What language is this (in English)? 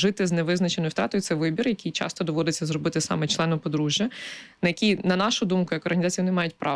Ukrainian